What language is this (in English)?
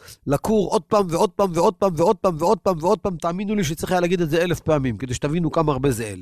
Hebrew